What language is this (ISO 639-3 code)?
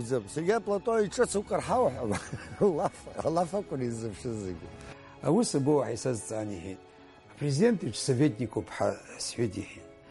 abk